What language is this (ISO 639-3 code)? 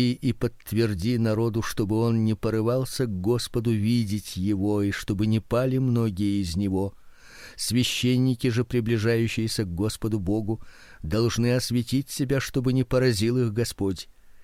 rus